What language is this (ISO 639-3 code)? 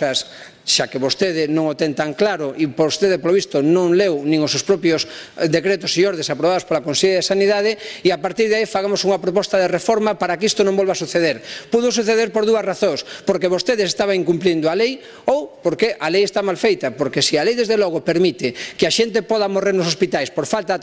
glg